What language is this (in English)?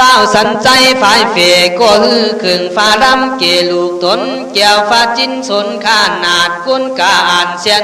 Khün